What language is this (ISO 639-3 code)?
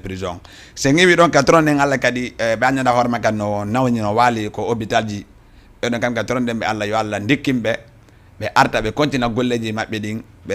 ful